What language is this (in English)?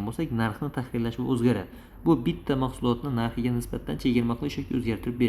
Uzbek